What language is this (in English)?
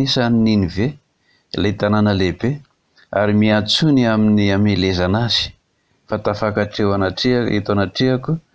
Malagasy